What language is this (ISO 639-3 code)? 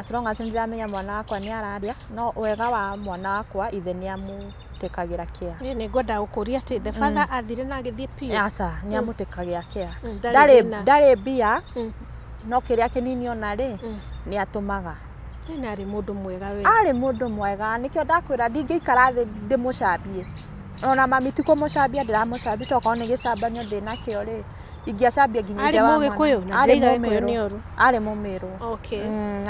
kik